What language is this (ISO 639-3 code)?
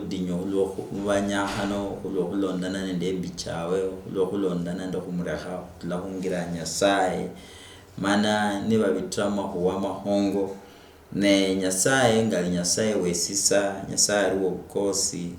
luy